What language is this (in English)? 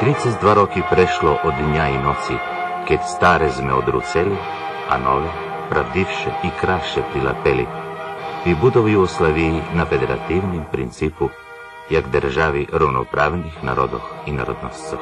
Rusyn